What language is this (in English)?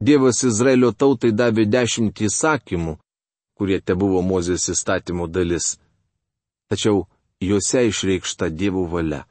Lithuanian